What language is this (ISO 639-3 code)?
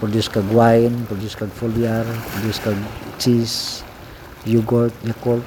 ceb